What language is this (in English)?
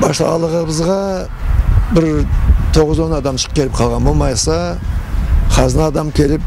Karachay-Balkar